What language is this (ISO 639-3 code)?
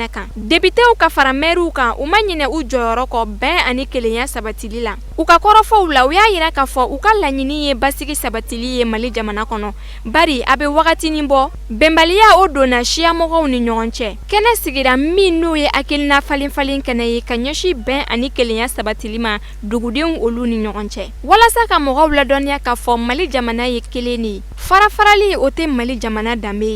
bam